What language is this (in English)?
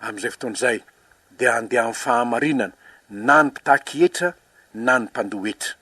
Malagasy